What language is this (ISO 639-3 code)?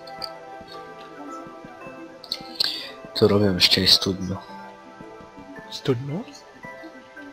ces